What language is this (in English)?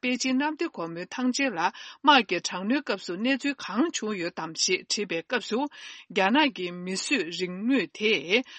Tibetan